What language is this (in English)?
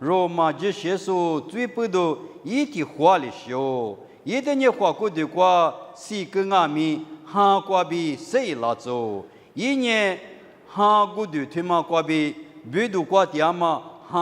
Lisu